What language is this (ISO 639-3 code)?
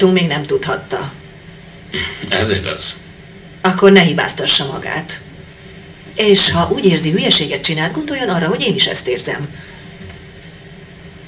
hun